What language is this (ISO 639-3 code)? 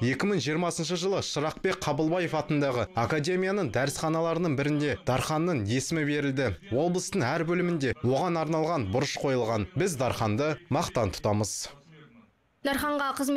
kaz